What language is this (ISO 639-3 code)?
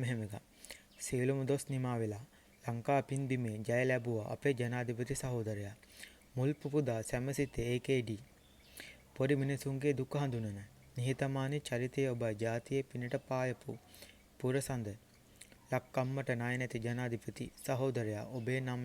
sin